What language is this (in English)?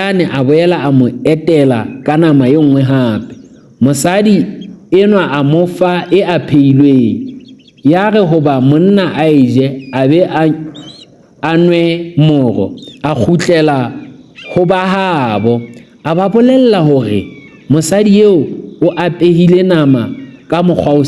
Southern Sotho